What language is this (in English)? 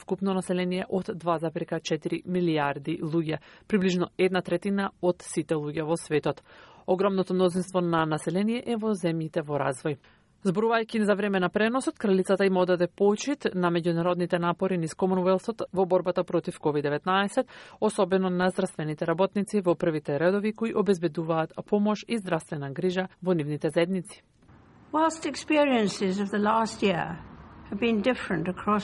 Macedonian